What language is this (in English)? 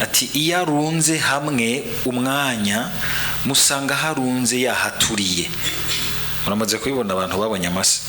Rundi